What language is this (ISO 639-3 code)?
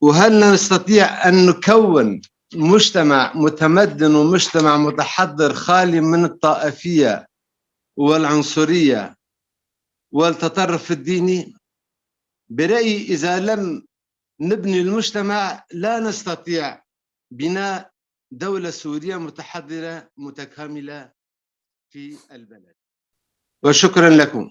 apc